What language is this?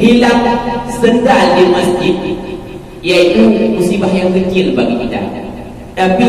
Achinese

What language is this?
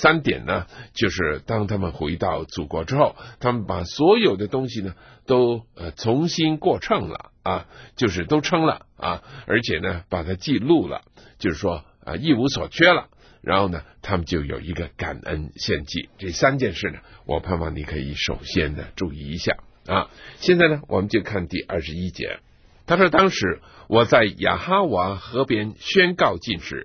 Chinese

